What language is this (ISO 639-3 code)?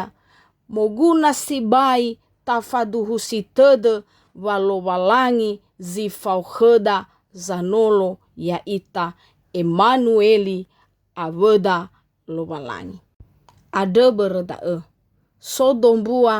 nia